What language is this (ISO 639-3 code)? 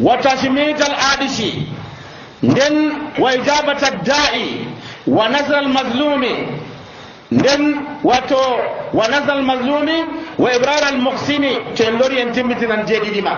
fuv